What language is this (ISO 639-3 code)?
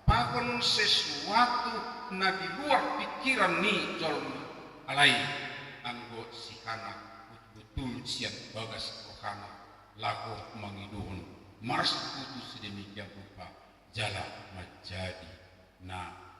bbc